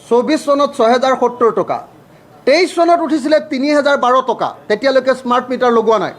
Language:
Assamese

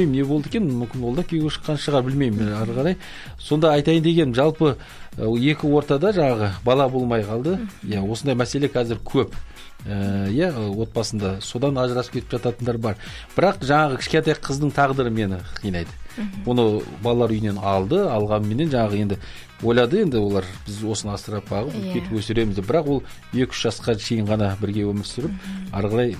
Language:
Kazakh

